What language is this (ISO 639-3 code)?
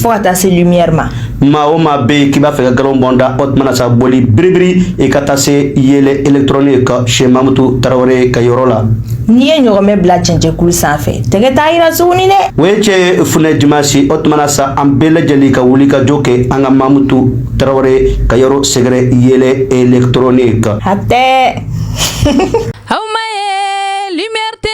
bam